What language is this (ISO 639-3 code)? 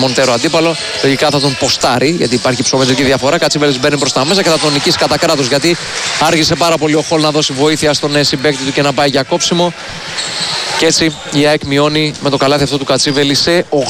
ell